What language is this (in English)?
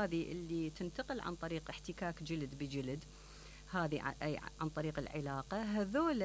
Mesopotamian Arabic